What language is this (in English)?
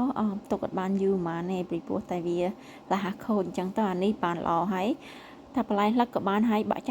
Khmer